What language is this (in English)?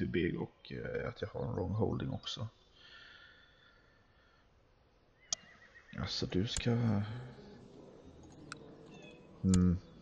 Swedish